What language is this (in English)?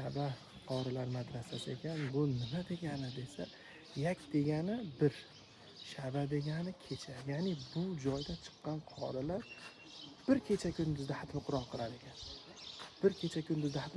Uzbek